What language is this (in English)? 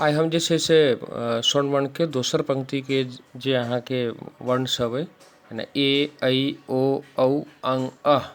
Maithili